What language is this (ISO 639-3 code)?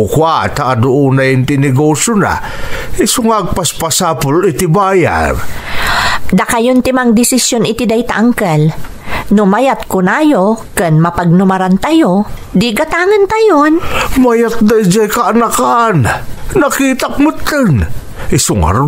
ilo